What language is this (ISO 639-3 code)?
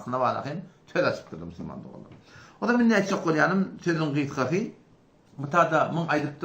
tuk